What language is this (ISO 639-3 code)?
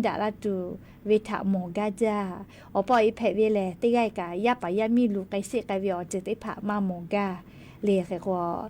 lhu